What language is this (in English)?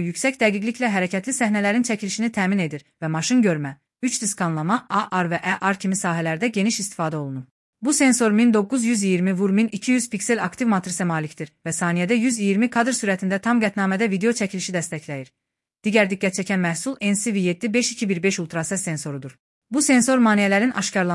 Azerbaijani